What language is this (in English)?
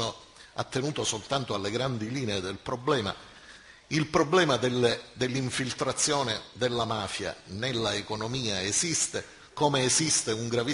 Italian